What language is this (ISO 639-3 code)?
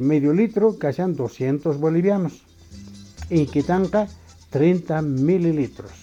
que